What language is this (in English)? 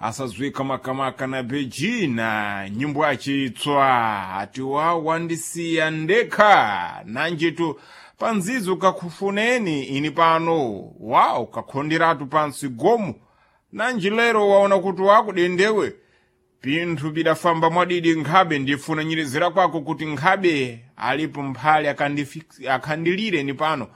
Sena